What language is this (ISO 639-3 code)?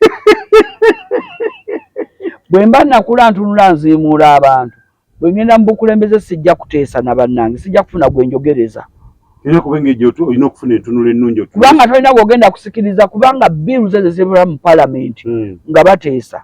lug